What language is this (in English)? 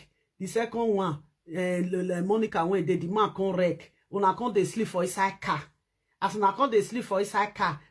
Nigerian Pidgin